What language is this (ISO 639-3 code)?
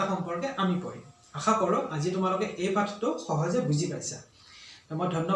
asm